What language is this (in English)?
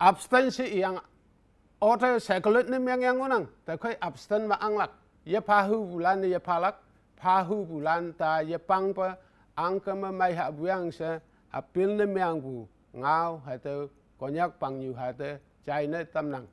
Konyak Naga